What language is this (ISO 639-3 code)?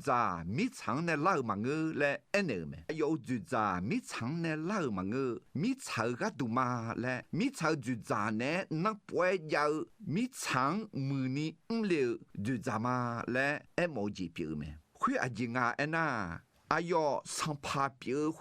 ahk